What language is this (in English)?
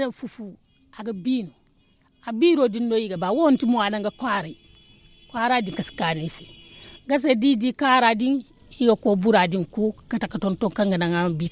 Zarma